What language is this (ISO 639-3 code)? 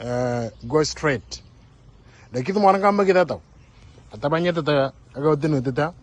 mor